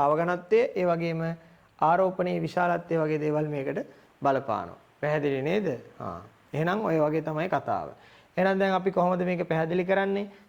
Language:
Sinhala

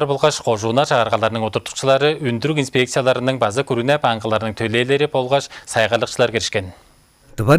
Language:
Tuvinian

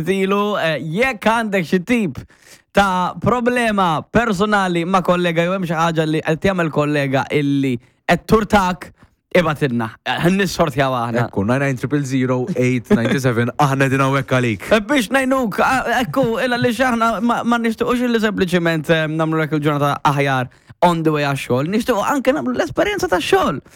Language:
Maltese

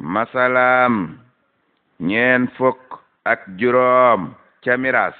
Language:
Wolof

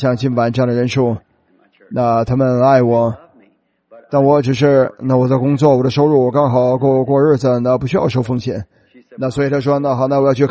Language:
Chinese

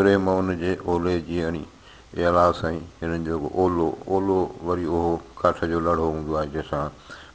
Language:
Sindhi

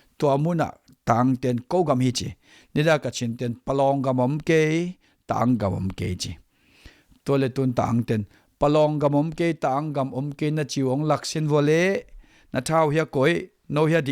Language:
Tedim Chin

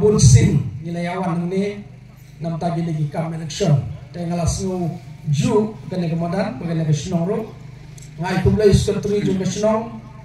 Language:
Khasi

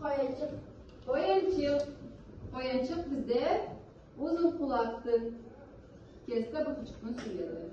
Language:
Karachay-Balkar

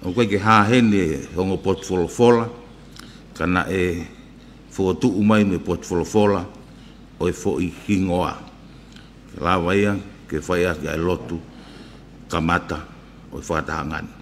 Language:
Tongan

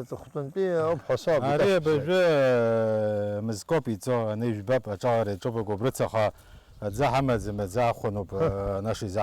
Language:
Abkhazian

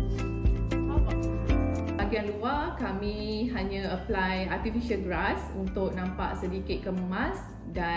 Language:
Malay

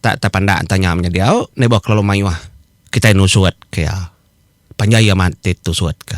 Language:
Iban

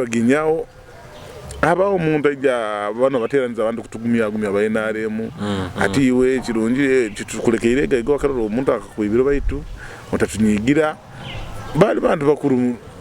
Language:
Nyoro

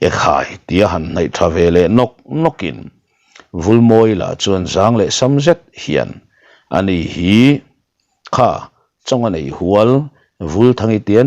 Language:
Mizo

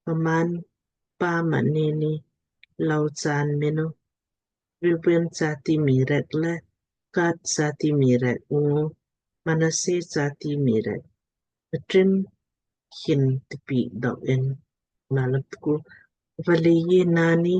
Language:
Lamkang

